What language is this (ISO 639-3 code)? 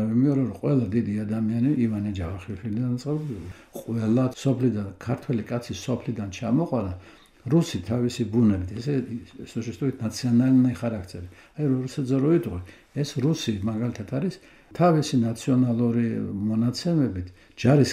kat